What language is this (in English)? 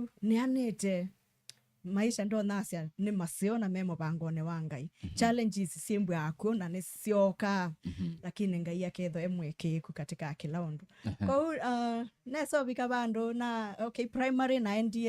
Kamba